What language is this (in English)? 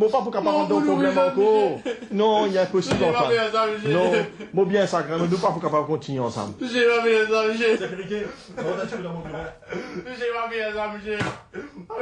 Morisyen